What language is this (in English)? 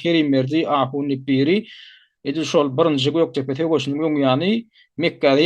Turkmen